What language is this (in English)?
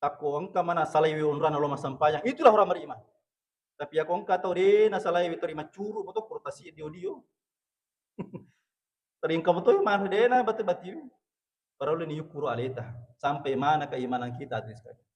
Buginese